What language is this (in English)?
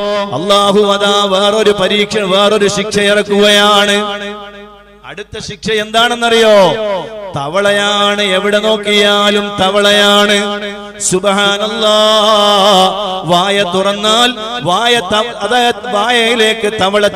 Malayalam